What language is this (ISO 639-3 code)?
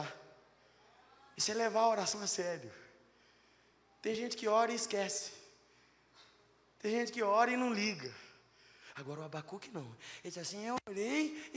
por